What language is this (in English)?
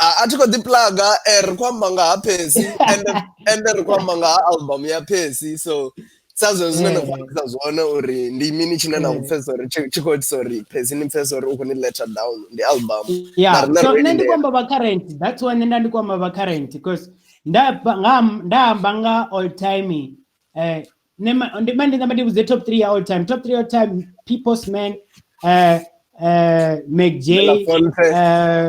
Venda